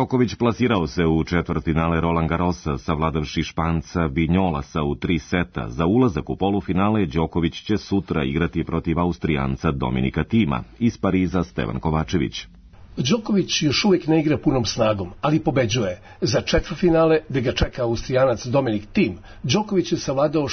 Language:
Serbian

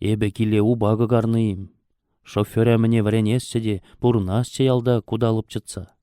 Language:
Chuvash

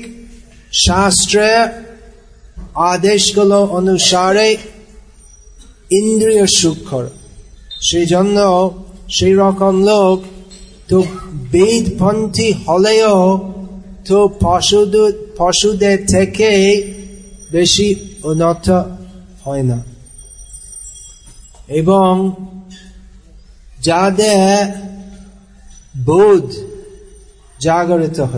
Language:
Bangla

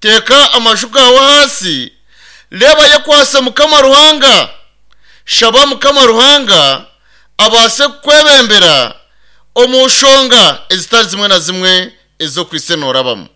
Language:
Nyankole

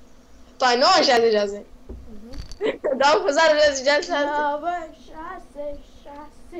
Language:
Romanian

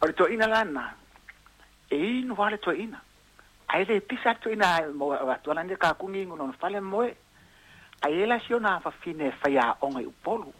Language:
Samoan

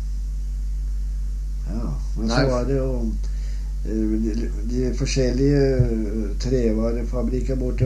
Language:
Norwegian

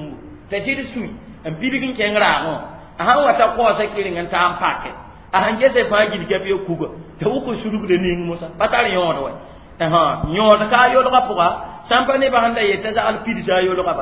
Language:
Mossi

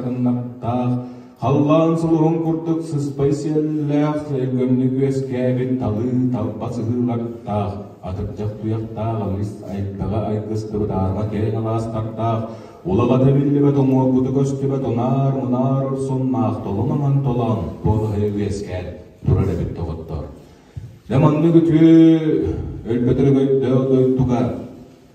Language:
Yakut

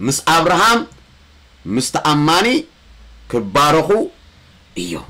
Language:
Tigrinya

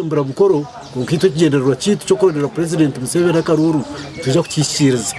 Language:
Nyankole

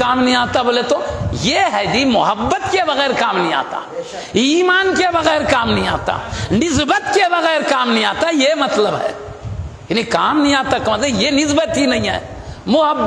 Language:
Urdu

